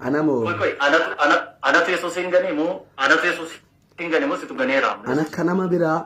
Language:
Oromo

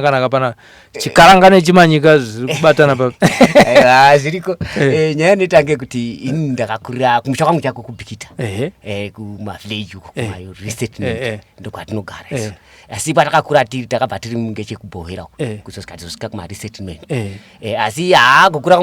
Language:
Shona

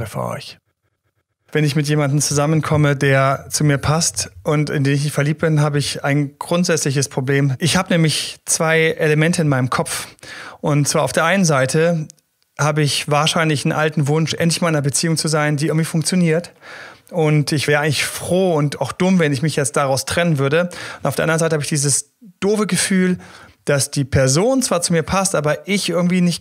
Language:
German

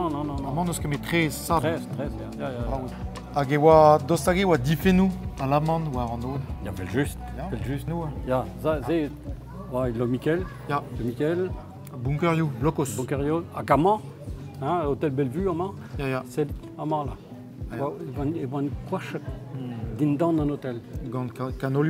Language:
Breton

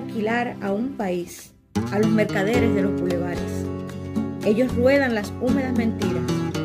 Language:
Spanish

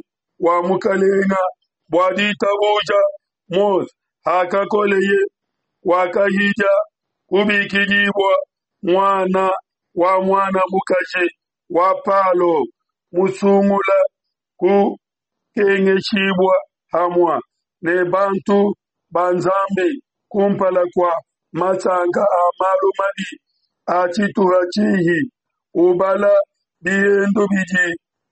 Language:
Luba-Lulua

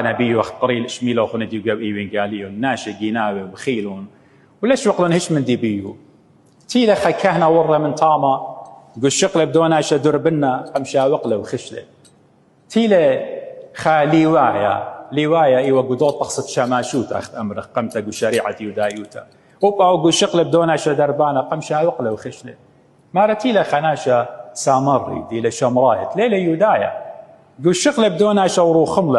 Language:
Assyrian Neo-Aramaic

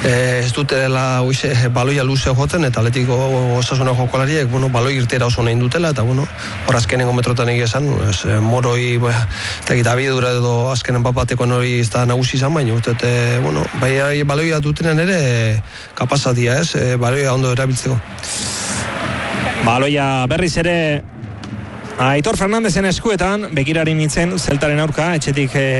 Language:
Basque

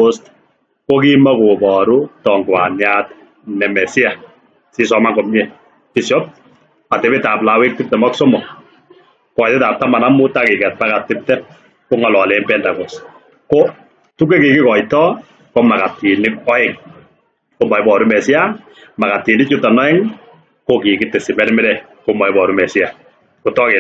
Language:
Kalenjin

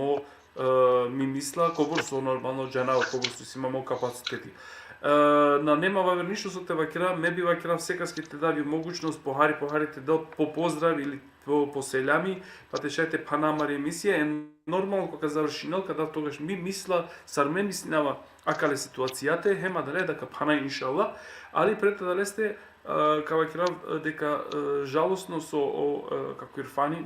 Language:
Balkan Romani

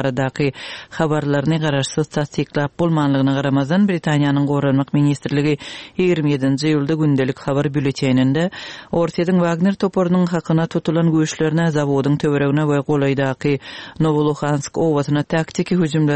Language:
Turkmen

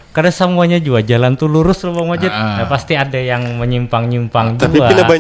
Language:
Banjar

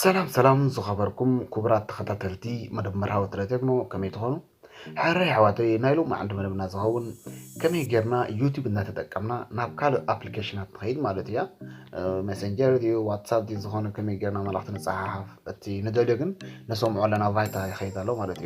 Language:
Tigrinya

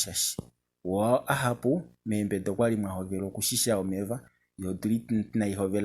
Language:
Kuanyama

